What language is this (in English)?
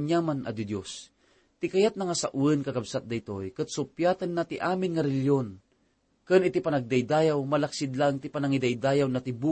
Iloko